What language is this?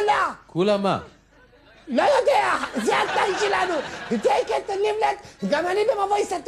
Hebrew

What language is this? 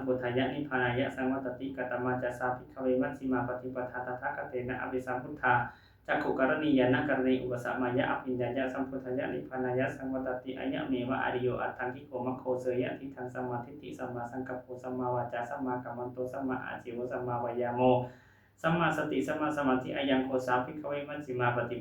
Pali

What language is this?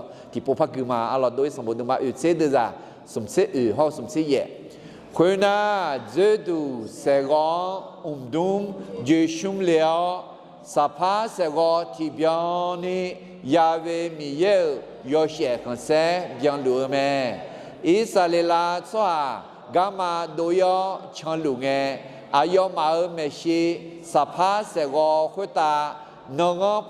Akha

